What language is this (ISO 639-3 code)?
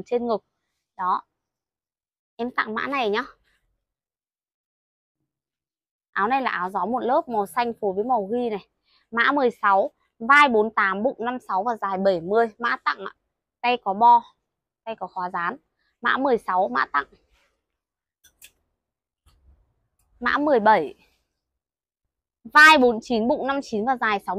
vie